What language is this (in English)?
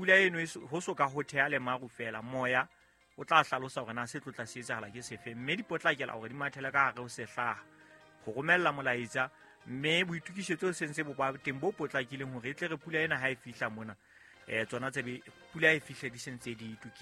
Southern Sotho